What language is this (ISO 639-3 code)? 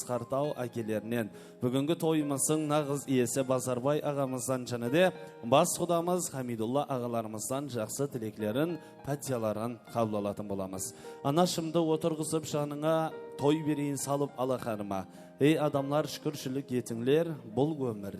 kaa